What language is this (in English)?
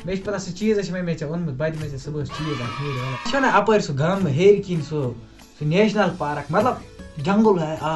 Kashmiri